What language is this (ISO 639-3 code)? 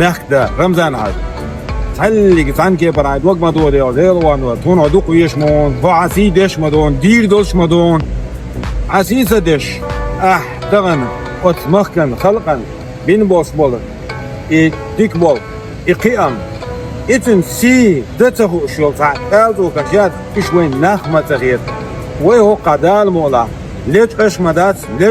che